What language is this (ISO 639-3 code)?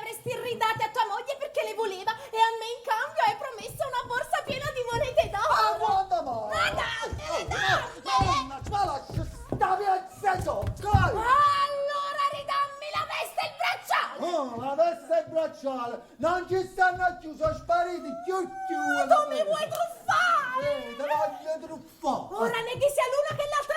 nap